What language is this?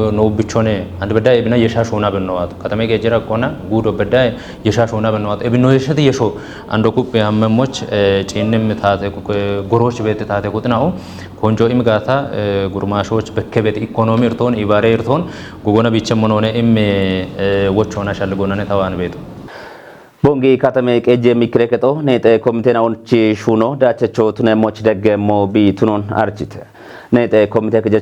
Kafa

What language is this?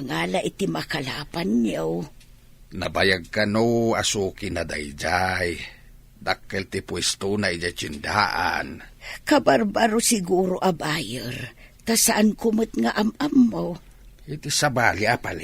Iloko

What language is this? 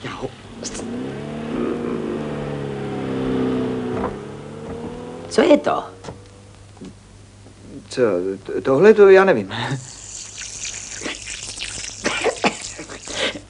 Czech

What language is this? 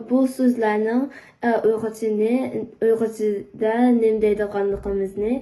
Uyghur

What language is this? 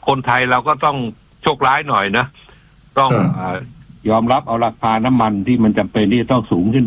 Thai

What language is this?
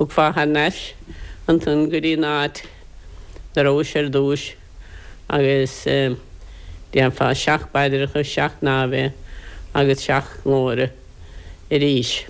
Irish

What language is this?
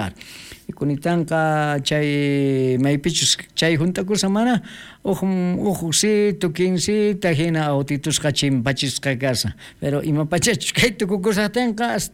South Bolivian Quechua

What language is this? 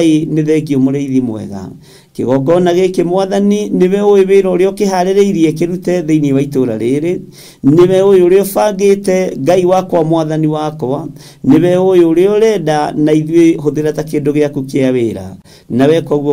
Kikuyu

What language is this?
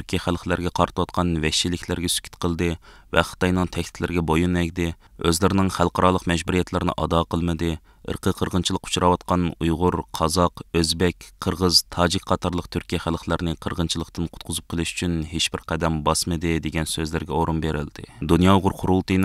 Uyghur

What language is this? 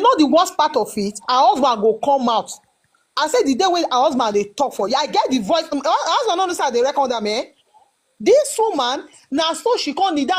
Nigerian Pidgin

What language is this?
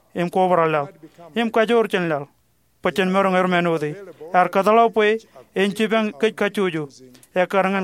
Marshallese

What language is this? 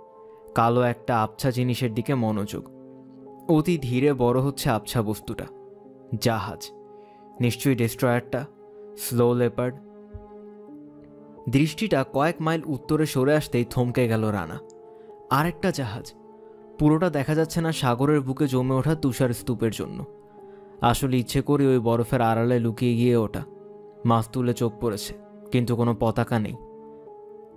Bangla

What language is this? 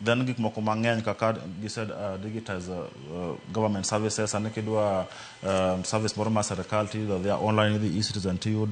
Luo (Kenya and Tanzania)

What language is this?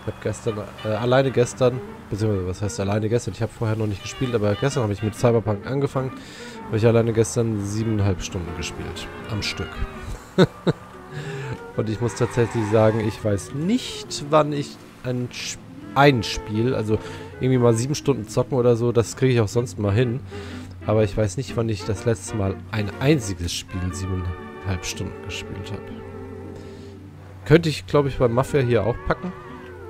German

